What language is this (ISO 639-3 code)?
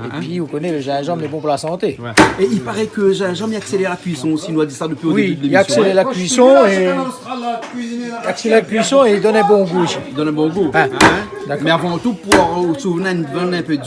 rcf